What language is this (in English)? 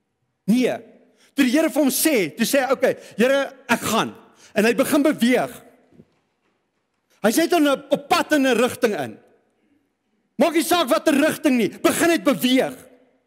Afrikaans